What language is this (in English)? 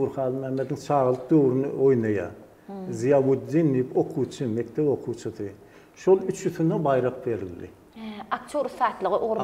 Turkmen